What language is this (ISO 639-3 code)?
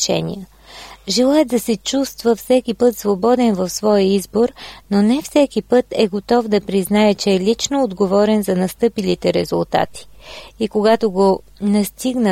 bul